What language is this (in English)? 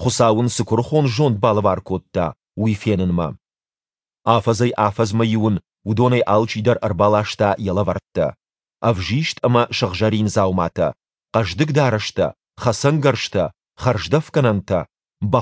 Ossetic